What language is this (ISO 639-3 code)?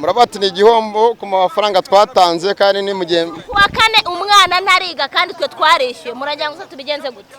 kin